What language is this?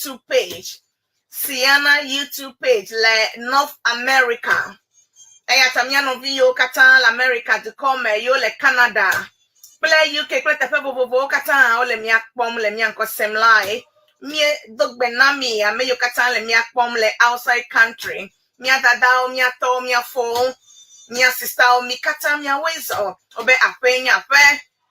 Ewe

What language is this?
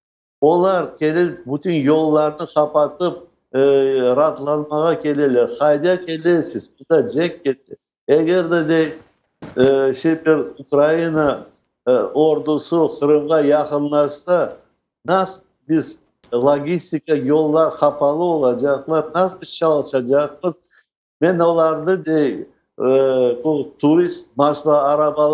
Crimean Tatar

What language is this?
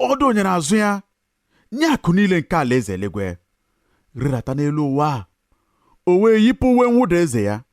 Igbo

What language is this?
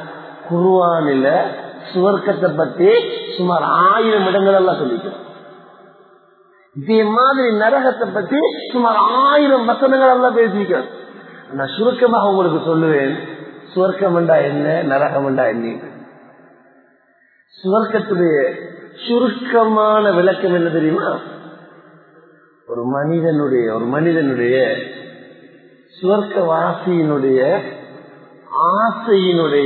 Tamil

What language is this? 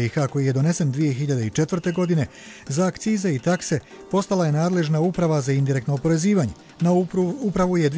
Bosnian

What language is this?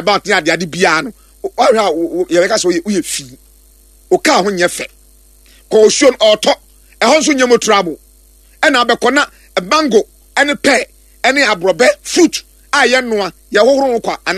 Akan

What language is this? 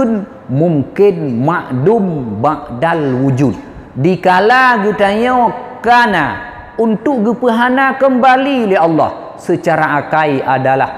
Achinese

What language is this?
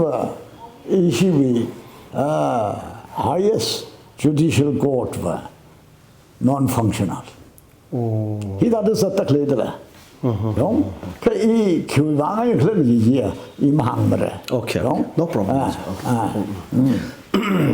Tangkhul Naga (India)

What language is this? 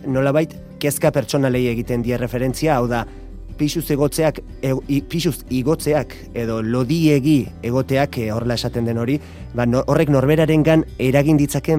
Basque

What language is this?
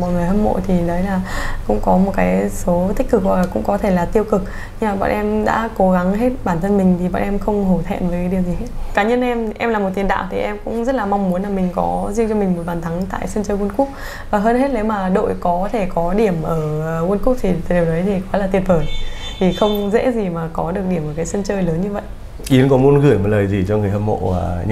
Vietnamese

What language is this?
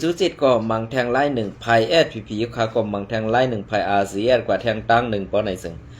Shan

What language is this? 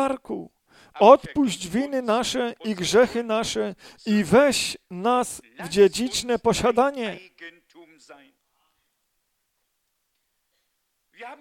Polish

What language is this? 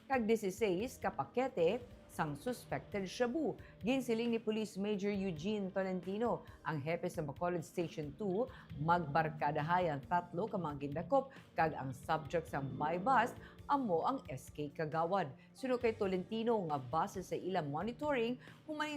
Hiligaynon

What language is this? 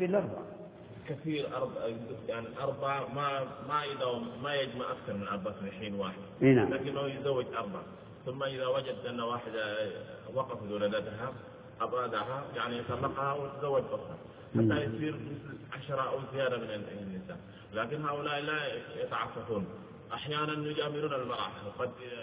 Arabic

